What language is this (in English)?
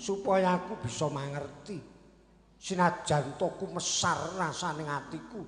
Javanese